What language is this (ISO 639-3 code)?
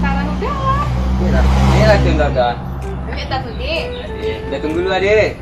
min